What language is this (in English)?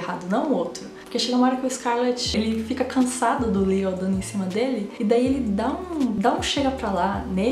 Portuguese